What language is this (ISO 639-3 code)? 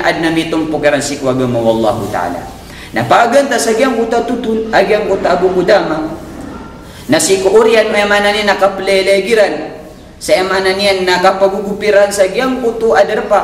mrw